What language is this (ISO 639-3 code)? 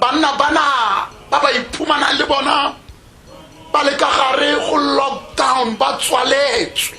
tsn